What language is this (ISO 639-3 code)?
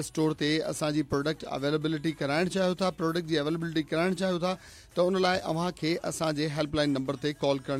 snd